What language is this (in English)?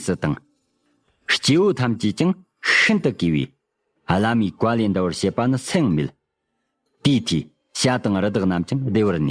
Tibetan